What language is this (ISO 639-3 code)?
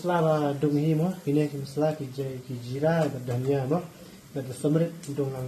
kha